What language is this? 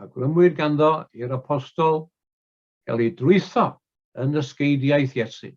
Welsh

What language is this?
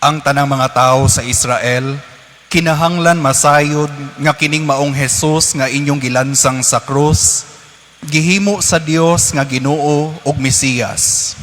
Cebuano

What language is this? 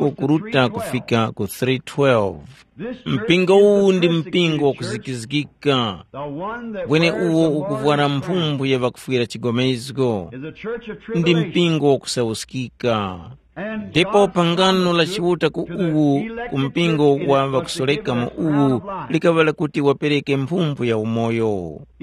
Tumbuka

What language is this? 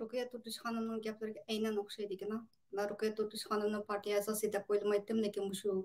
Uyghur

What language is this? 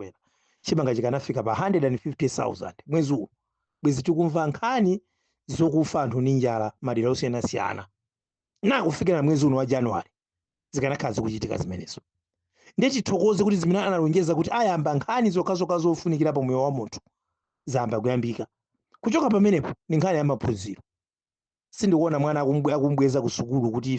Nyanja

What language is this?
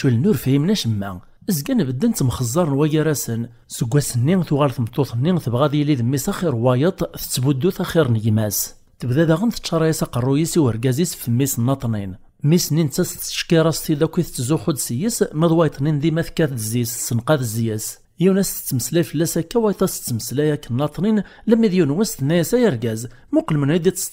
Kabyle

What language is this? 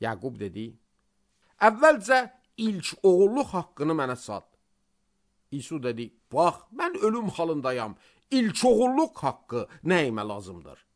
Azerbaijani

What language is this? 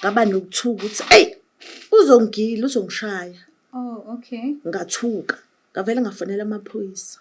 Zulu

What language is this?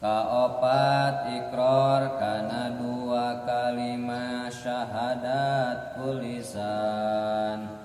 Sundanese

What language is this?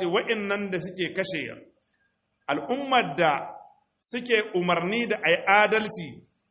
Hausa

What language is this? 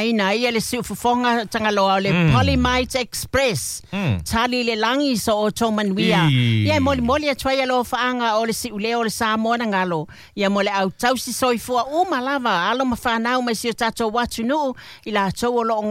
Samoan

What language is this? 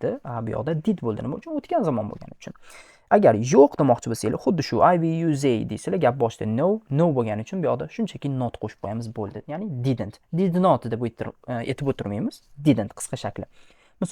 Uzbek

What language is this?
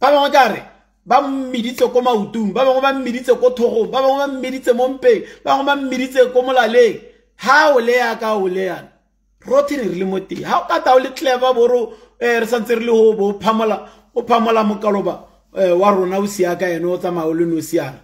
Tswana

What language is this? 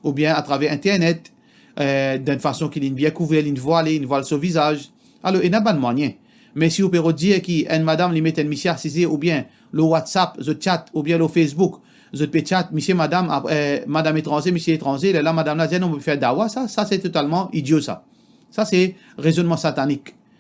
Morisyen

